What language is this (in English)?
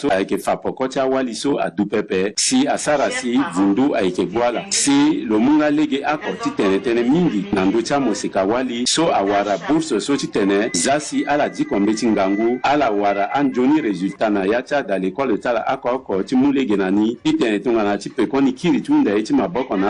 Sango